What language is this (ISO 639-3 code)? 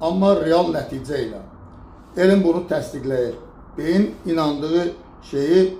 aze